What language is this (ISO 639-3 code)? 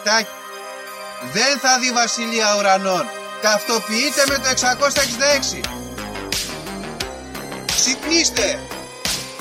ell